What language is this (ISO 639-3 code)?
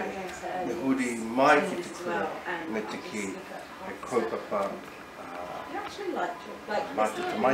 mri